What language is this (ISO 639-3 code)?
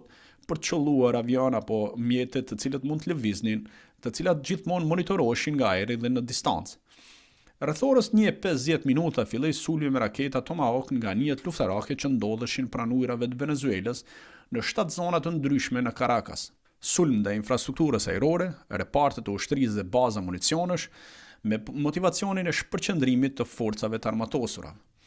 sqi